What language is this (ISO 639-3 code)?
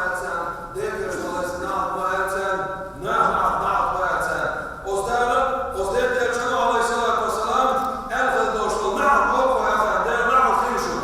che